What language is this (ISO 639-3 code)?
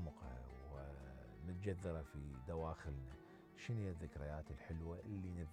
acm